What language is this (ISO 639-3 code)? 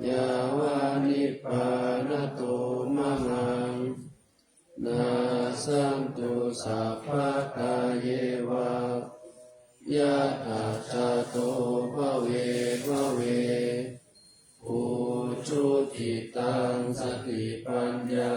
pli